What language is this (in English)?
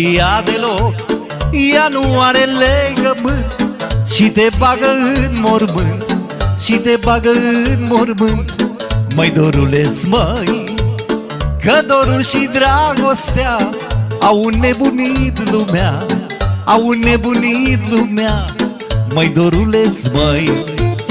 Romanian